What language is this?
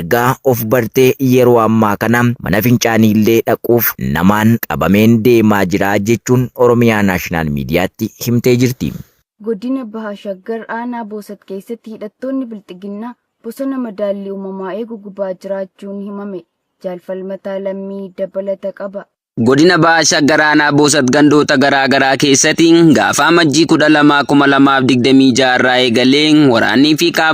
Oromo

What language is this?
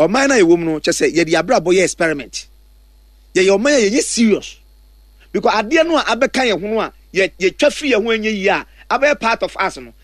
Akan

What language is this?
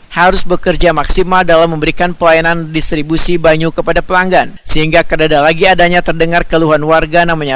Banjar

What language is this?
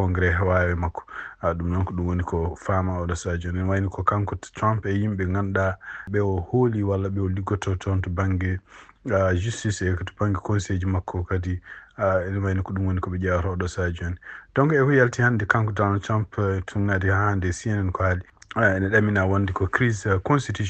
Fula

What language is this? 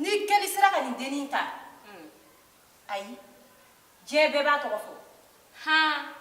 Bambara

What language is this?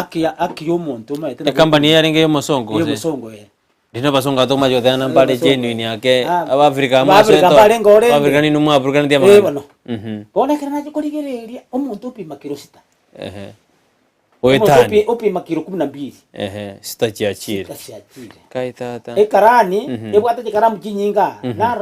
Gusii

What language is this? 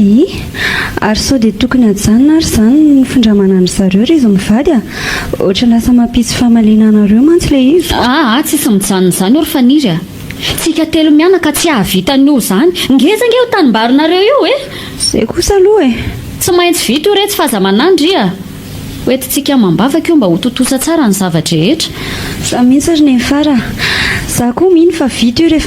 Malagasy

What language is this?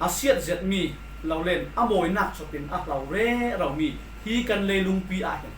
Falam Chin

